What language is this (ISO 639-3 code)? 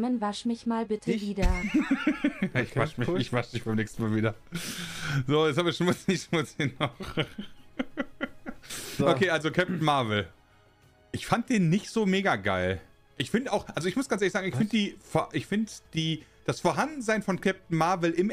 deu